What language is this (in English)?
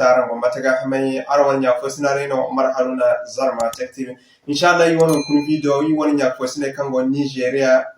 Zarma